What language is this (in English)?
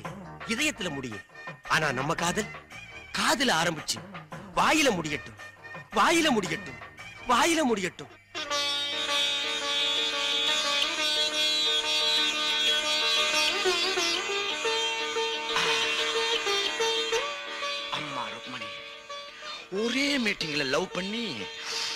Tamil